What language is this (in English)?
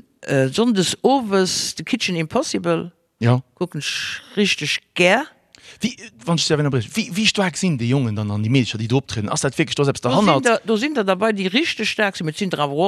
Luxembourgish